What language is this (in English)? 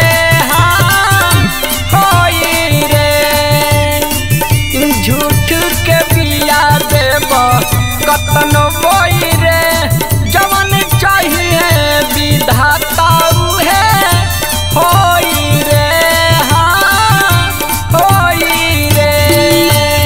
Bhojpuri